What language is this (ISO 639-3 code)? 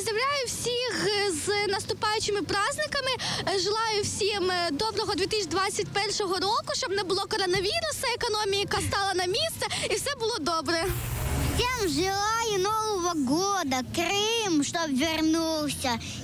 ukr